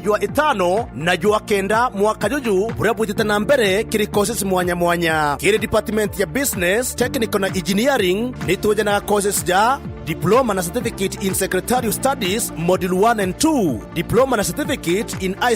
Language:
Meru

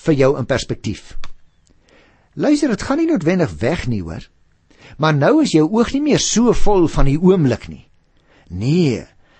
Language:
Afrikaans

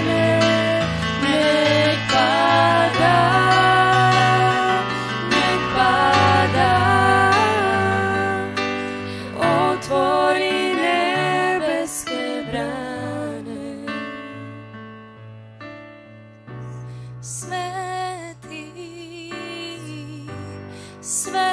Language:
Croatian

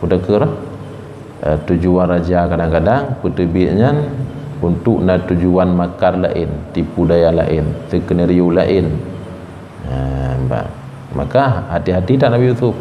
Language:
Achinese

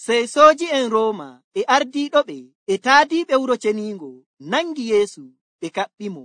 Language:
Nigerian Fulfulde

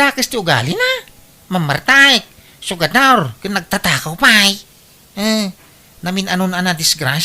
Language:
Iloko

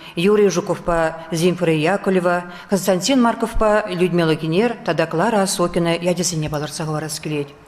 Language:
Chuvash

